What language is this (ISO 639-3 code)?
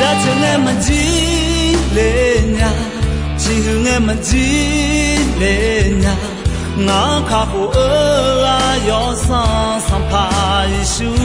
ahk